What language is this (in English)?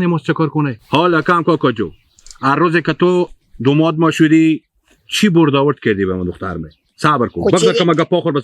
Hazaragi